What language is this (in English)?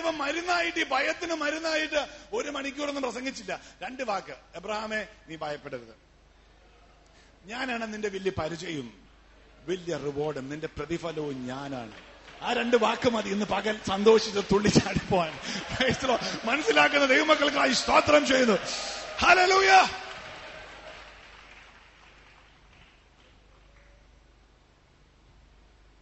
Malayalam